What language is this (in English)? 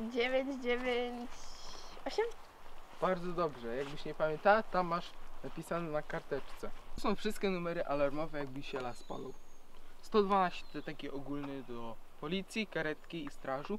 Silesian